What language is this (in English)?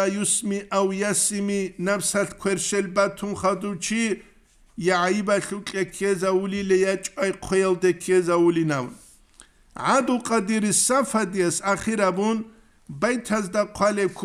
Avaric